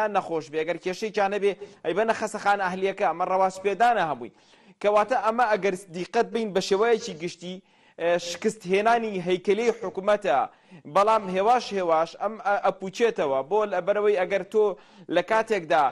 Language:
Central Kurdish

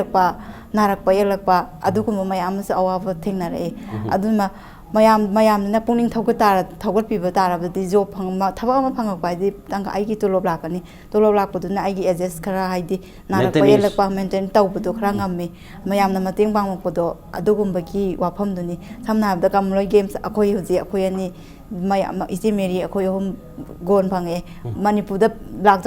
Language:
Manipuri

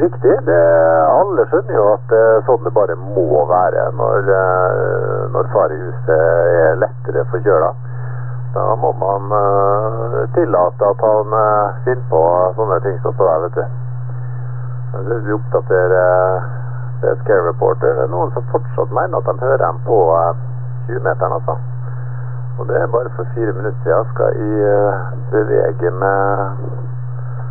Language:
Norwegian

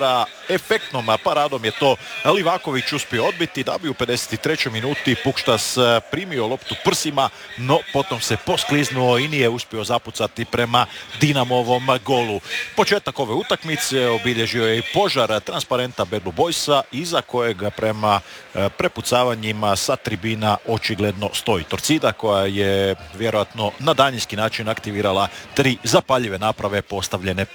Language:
Croatian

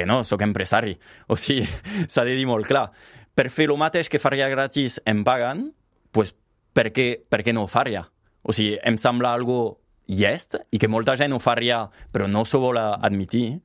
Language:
Catalan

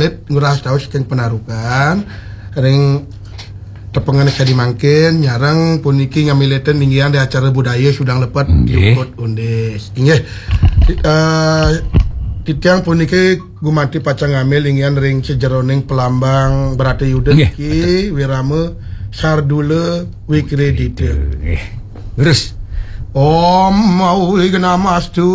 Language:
Balinese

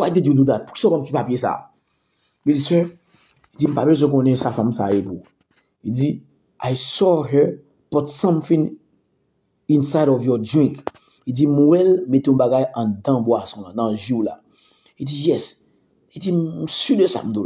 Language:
Haitian Creole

